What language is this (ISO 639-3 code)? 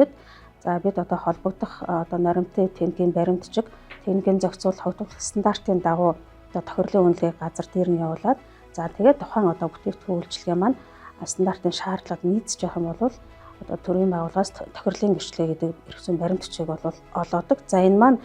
mon